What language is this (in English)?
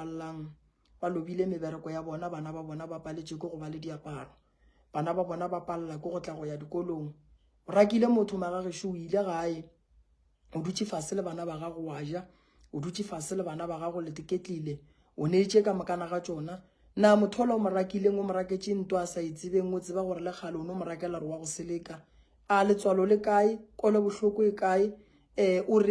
Northern Sotho